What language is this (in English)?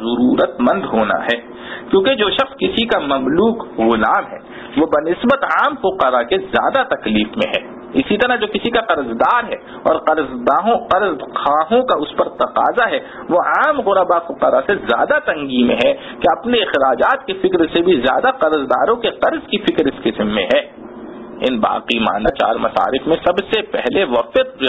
Urdu